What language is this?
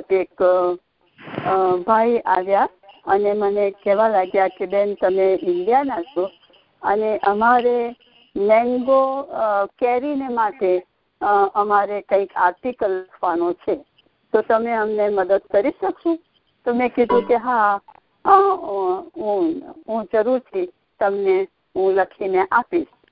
Gujarati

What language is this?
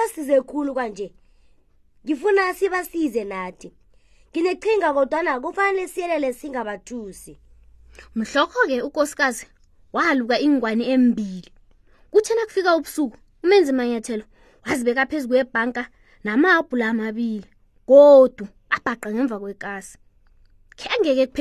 South Ndebele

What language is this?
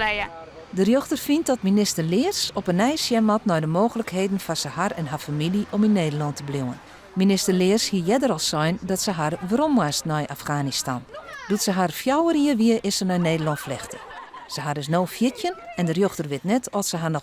Western Frisian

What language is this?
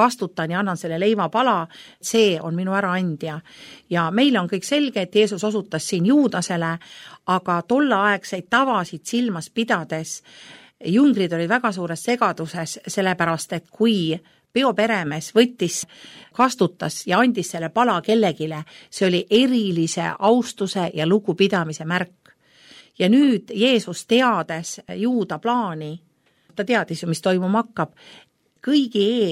Estonian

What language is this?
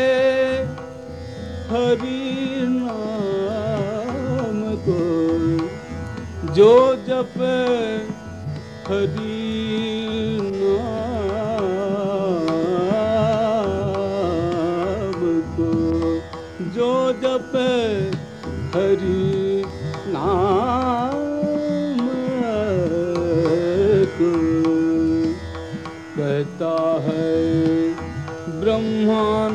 Hindi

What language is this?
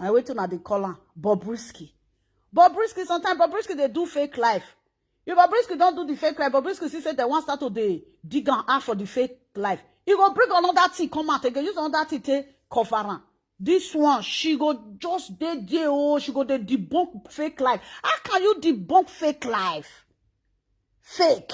Nigerian Pidgin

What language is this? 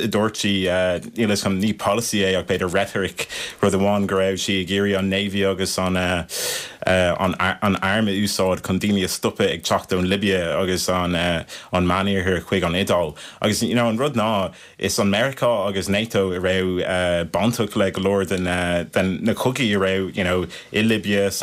Irish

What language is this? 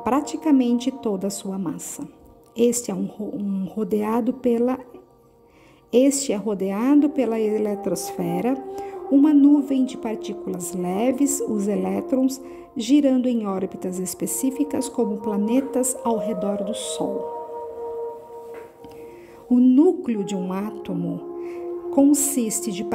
Portuguese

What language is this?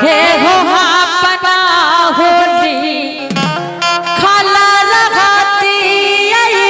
Angika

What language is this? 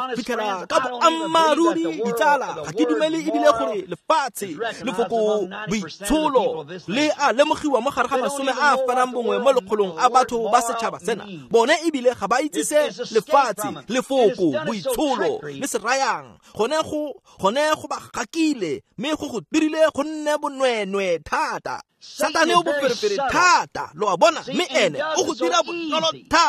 Tswana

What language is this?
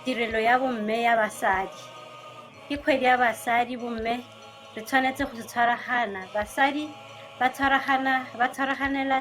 Tswana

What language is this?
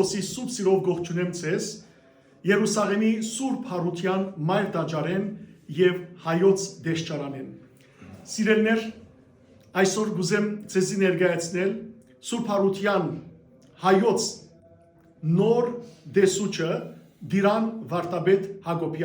Western Armenian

